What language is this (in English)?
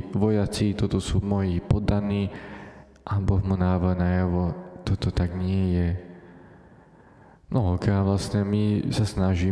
Slovak